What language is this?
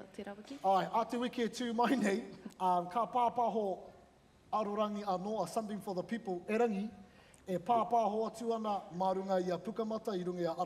Māori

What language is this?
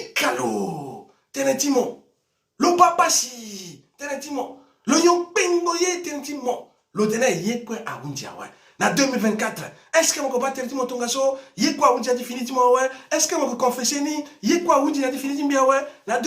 Sango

